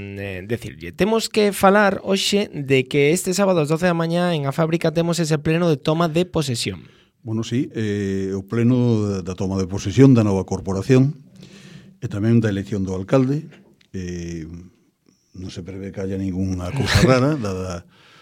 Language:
Galician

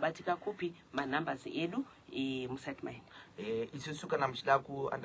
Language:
Shona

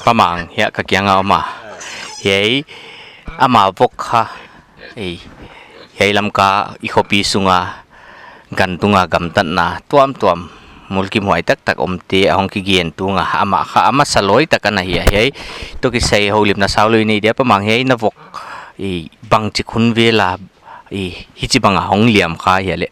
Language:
Paite Chin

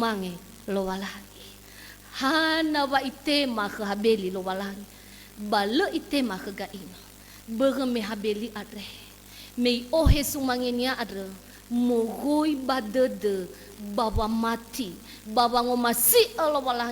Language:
Nias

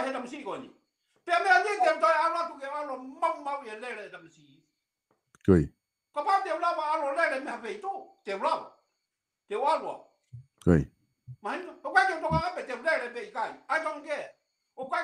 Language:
Tongan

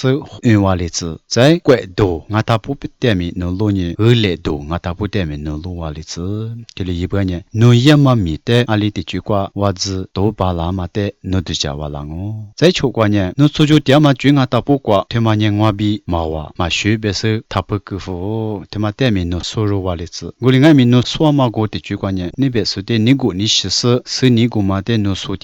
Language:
Lisu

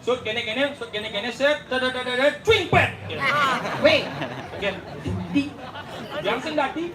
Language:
Balinese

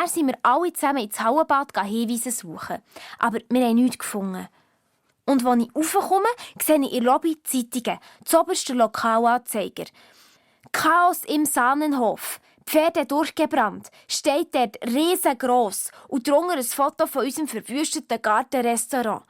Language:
Swiss German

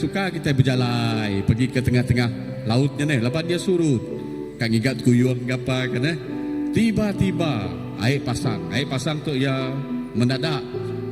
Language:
Iban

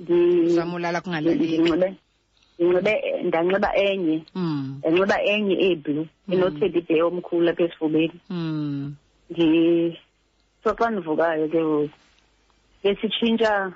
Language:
Xhosa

